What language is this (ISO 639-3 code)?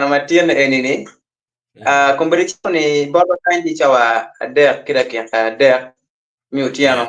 ach